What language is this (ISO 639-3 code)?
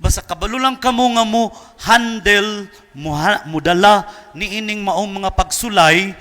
ceb